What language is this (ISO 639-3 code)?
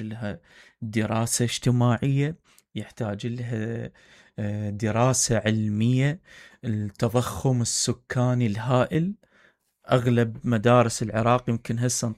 acm